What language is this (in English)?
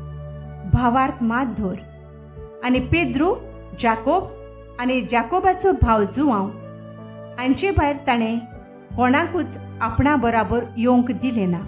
Konkani